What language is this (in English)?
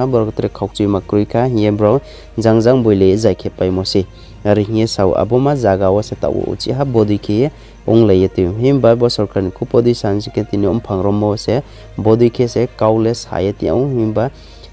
Riang (India)